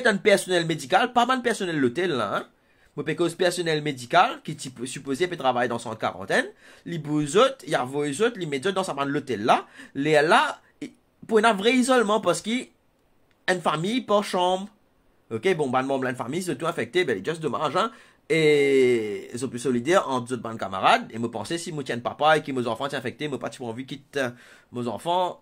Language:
Morisyen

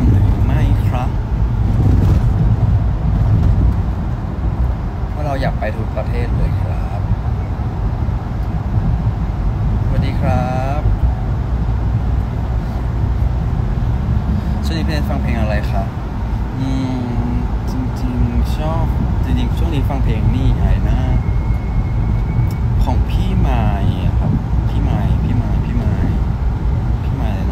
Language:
Thai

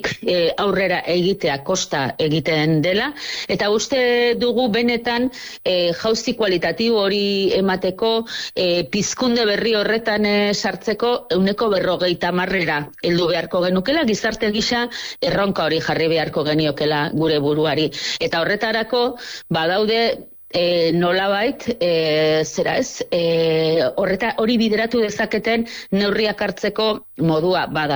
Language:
Basque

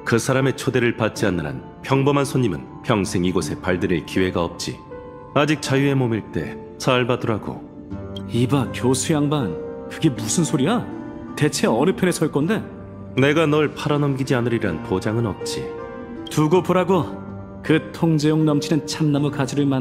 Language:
Korean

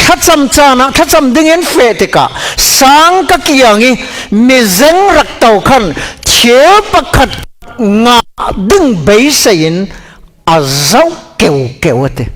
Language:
Falam Chin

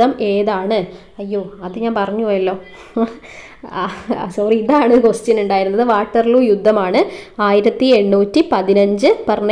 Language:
Malayalam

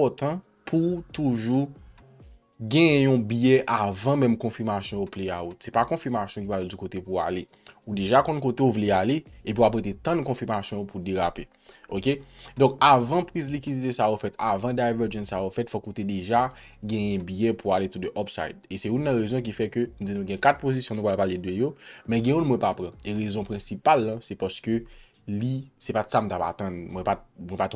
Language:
Haitian Creole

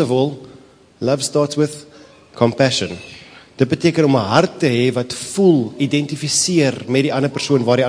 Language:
Afrikaans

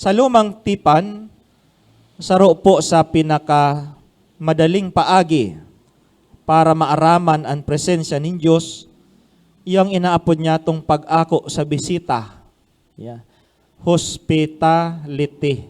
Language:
Bikol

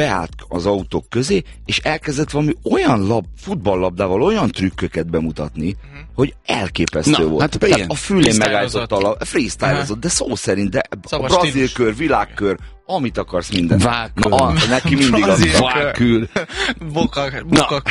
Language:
Hungarian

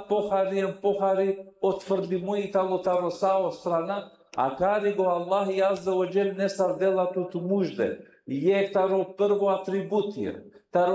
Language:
Balkan Romani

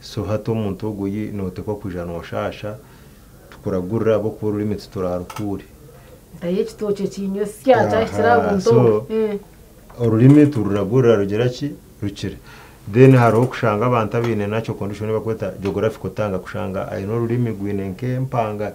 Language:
Nyankole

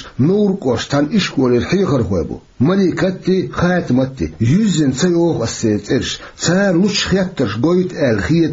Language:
Chechen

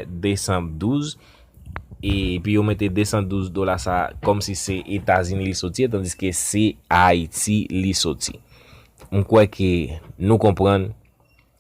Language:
Haitian Creole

